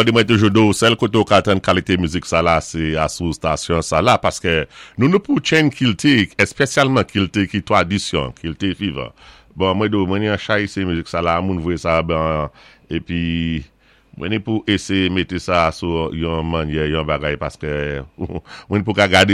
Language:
Saint Lucian Creole French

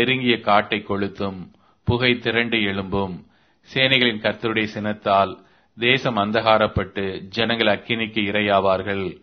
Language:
Tamil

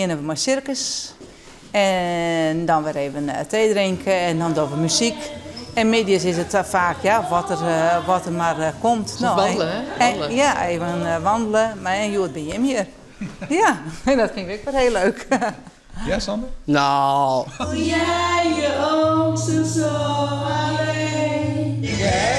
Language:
Western Frisian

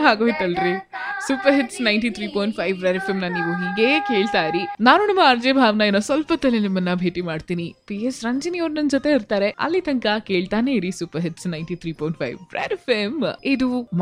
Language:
Kannada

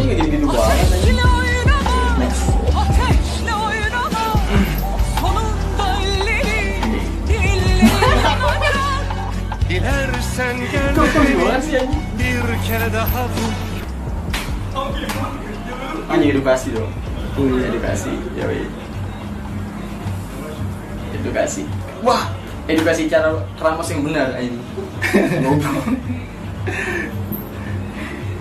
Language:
Indonesian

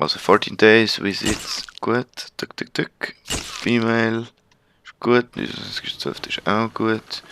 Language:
Swiss German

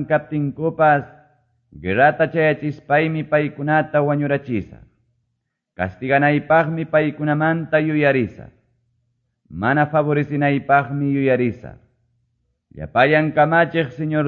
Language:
Quechua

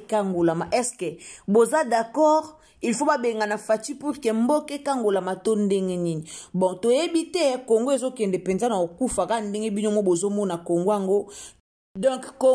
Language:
Lingala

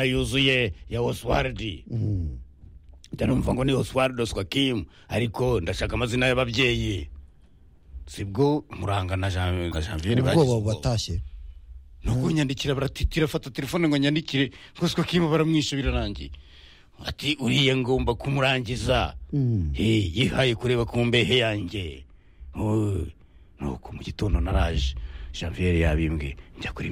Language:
Kinyarwanda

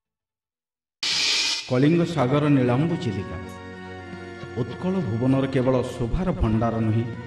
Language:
Odia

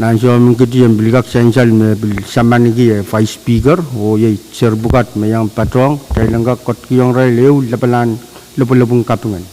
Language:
Pohnpeian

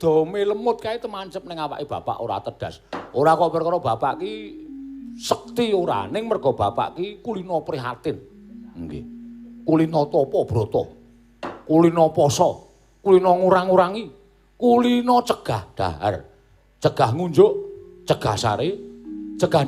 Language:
Javanese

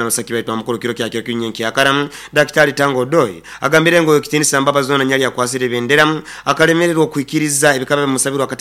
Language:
Nyoro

